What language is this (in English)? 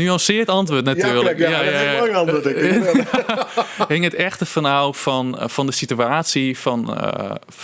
Western Frisian